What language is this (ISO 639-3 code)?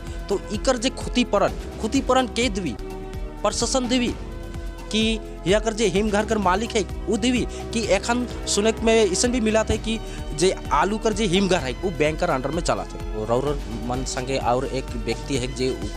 sck